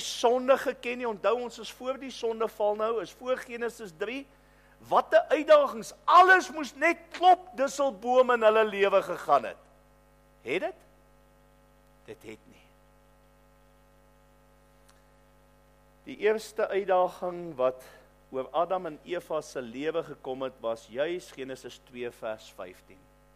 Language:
Afrikaans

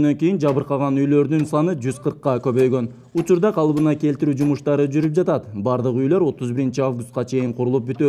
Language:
Kyrgyz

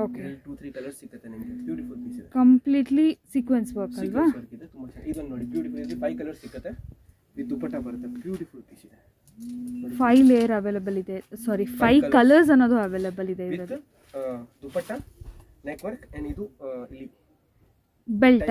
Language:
Kannada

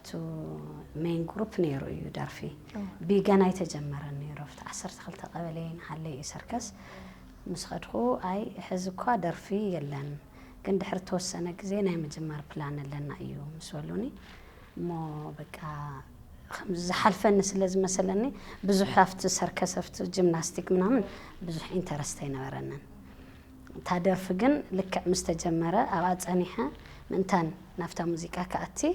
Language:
Tigrinya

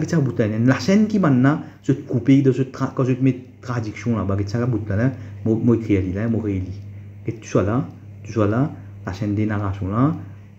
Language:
Morisyen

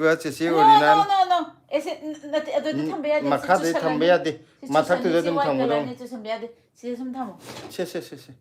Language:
Manipuri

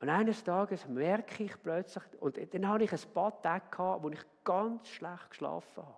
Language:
Swiss German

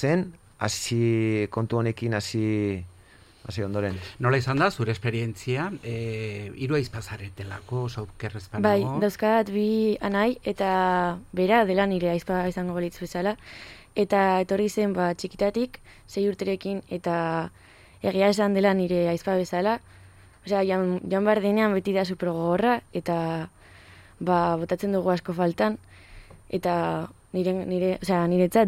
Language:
Basque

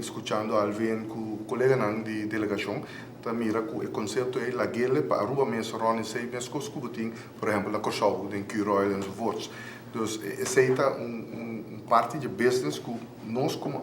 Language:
Papiamento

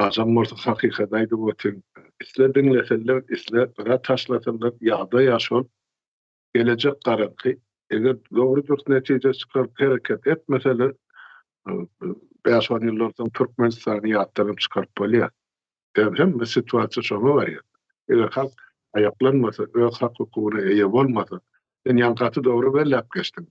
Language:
Turkmen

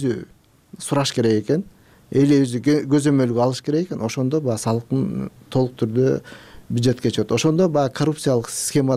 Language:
Kyrgyz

